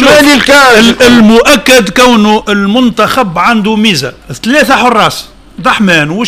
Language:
Tunisian Arabic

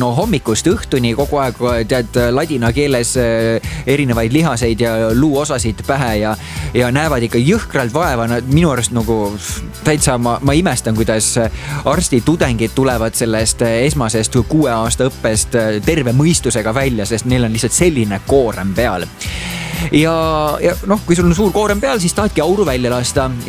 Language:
Estonian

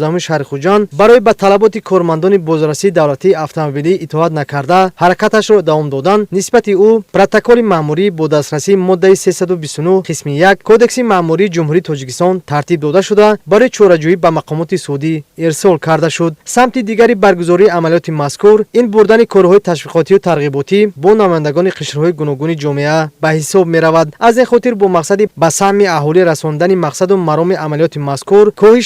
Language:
Tajik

